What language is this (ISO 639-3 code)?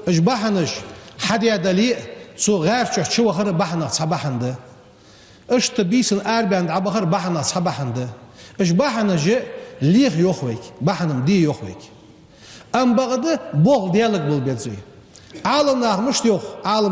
inh